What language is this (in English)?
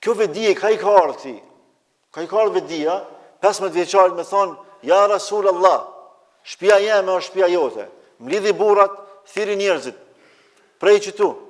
Albanian